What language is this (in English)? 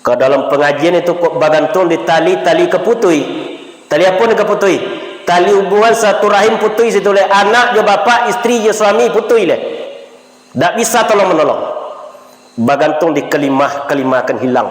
Minangkabau